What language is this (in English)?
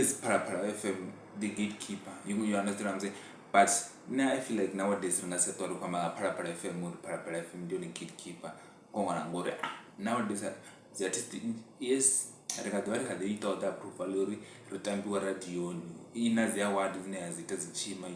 Venda